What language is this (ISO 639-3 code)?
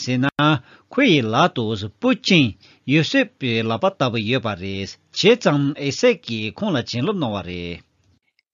bod